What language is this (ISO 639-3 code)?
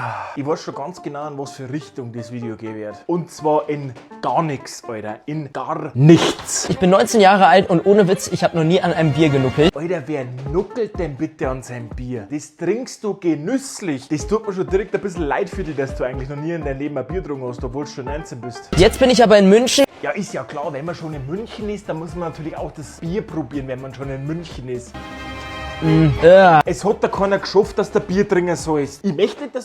bar